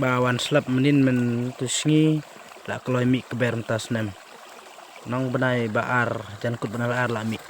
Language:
Khasi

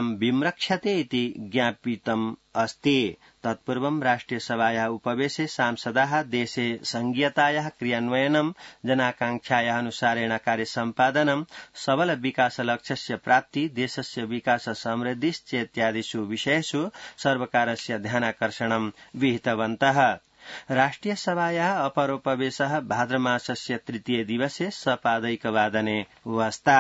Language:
Sanskrit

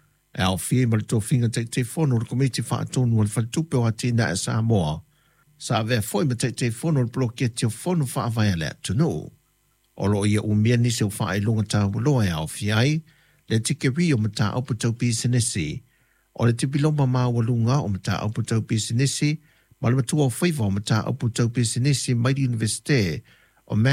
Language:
Samoan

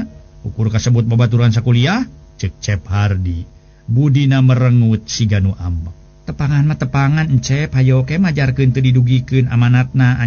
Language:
Sundanese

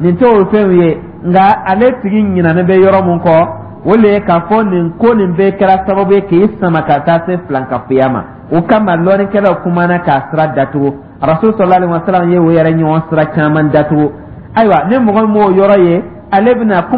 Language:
Dyula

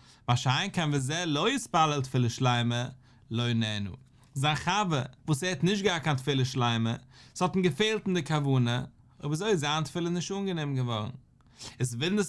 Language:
Yiddish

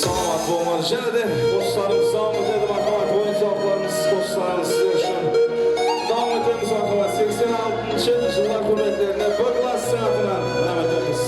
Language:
Kara-Kalpak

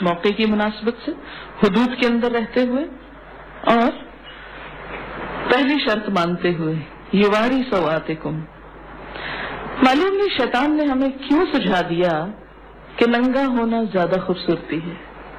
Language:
Urdu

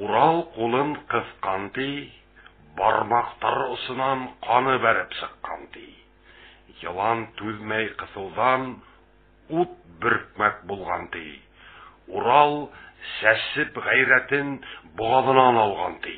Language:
Bashkir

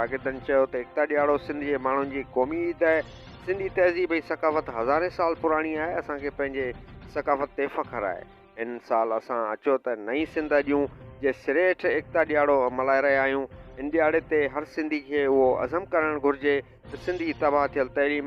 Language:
Sindhi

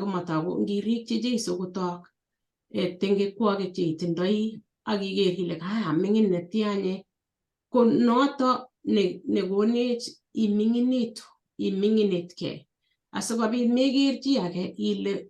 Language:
Kalenjin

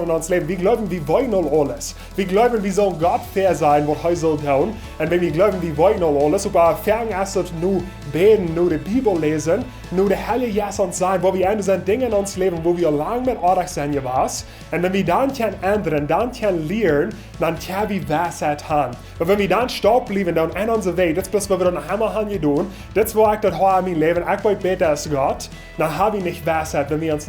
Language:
Plautdietsch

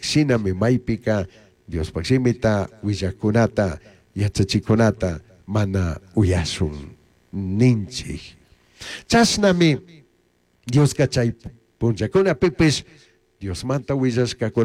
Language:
Chimborazo Highland Quichua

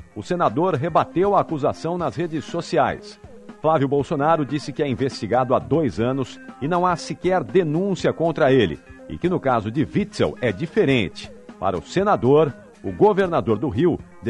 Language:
Portuguese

